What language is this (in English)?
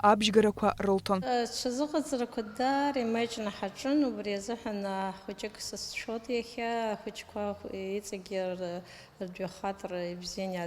Abkhazian